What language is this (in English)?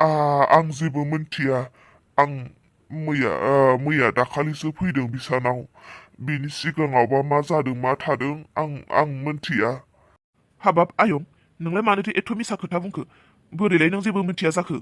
Bodo